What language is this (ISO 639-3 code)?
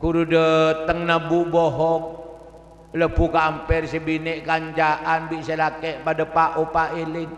mad